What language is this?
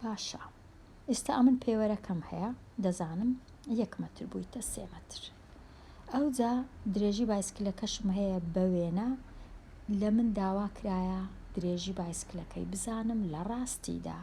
Central Kurdish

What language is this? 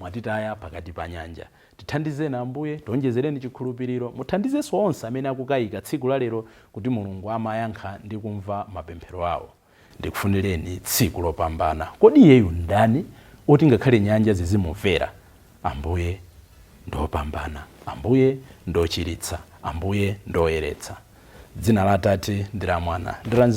Nyanja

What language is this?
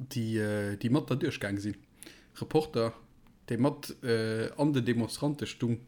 Luxembourgish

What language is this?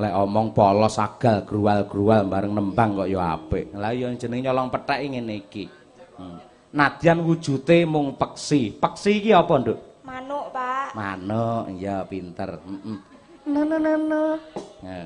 Javanese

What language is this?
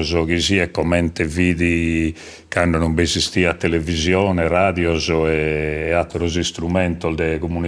Sardinian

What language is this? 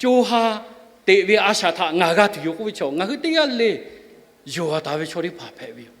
Lahu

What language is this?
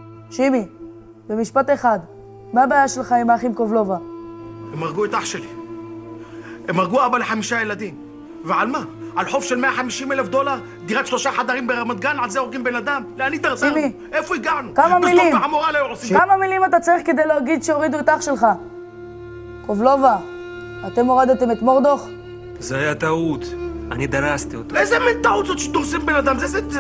Hebrew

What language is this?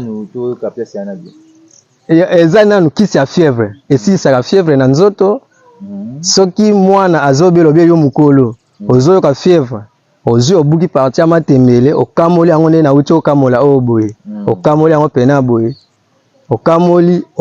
Lingala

